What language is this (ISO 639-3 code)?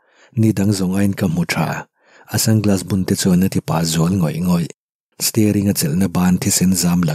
lus